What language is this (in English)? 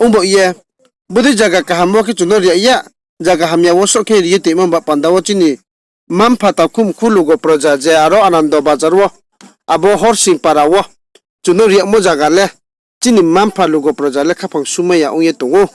Riang (India)